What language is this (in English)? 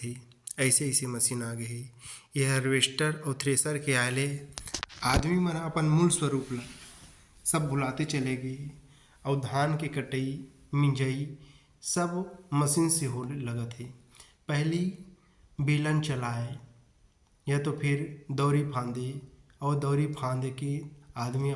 Chhattisgarhi